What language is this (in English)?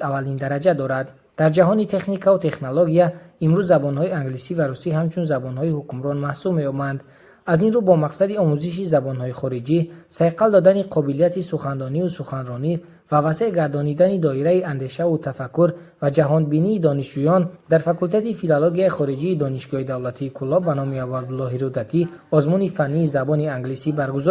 Tajik